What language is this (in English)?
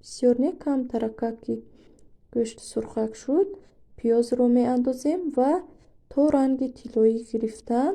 Tajik